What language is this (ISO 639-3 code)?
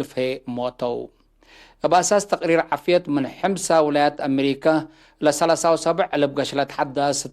tig